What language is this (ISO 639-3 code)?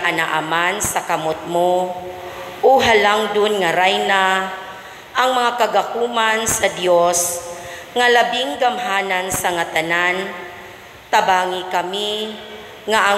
ceb